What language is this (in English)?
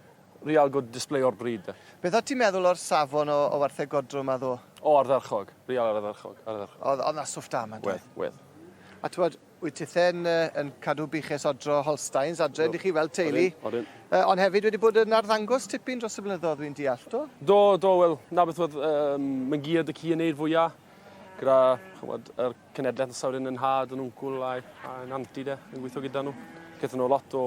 Welsh